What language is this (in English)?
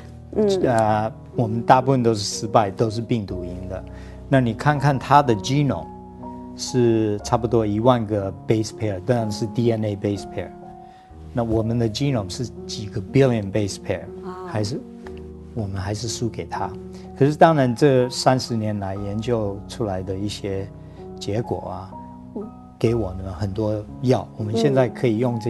Chinese